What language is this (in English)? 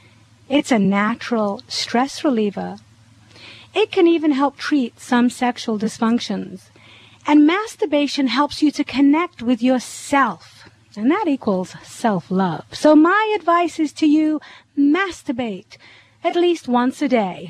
English